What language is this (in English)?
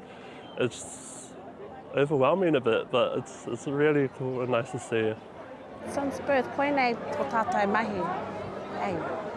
Māori